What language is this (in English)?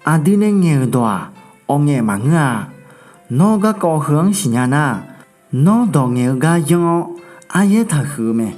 Akha